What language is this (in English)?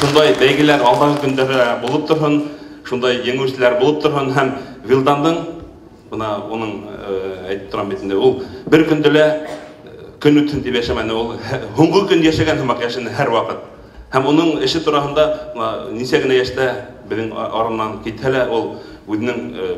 Bashkir